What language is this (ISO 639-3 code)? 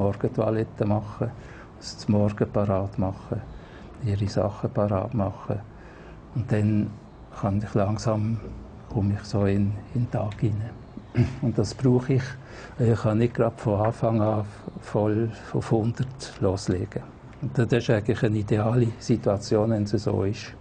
gsw